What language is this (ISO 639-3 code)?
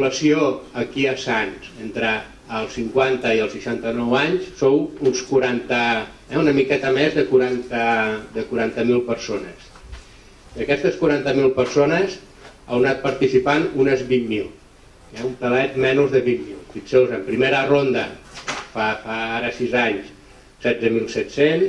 cat